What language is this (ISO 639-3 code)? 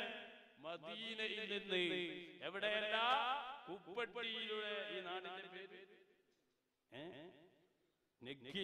mal